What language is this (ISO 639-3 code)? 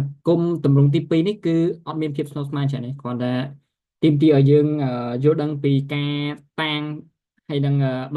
khm